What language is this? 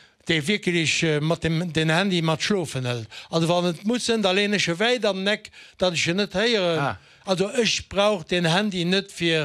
Luxembourgish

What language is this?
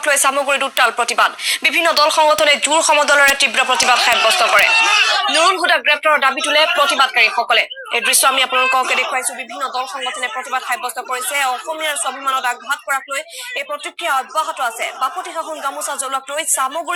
Assamese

